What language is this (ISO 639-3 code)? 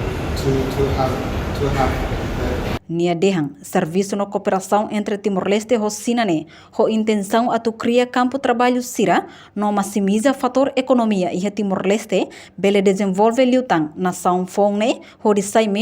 tet